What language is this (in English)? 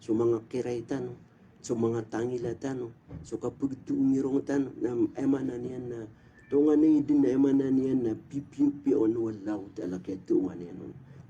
Maranao